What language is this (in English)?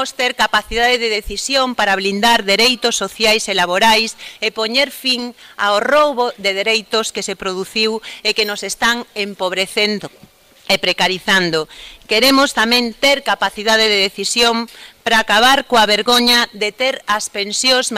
Galician